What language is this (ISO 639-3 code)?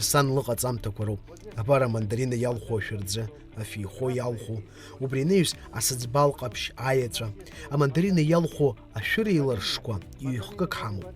abk